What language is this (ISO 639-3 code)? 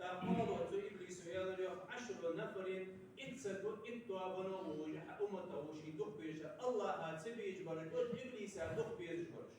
inh